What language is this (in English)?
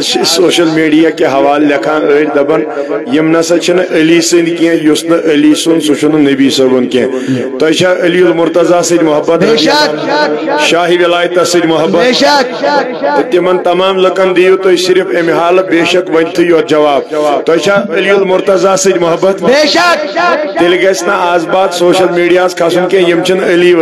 Kashmiri